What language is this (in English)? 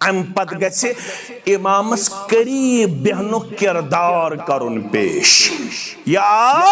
Kashmiri